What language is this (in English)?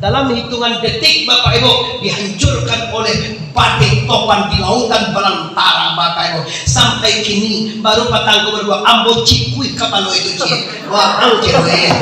Minangkabau